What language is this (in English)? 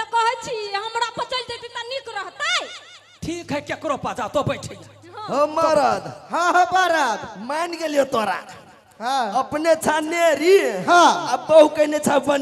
Maithili